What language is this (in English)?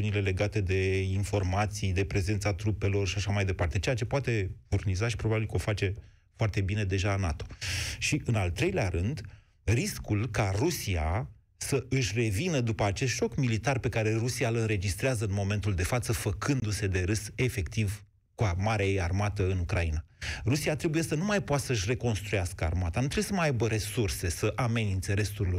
Romanian